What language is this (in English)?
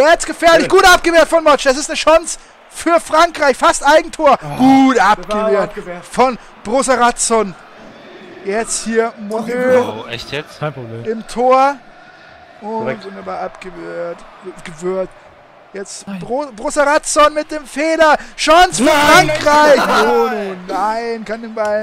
German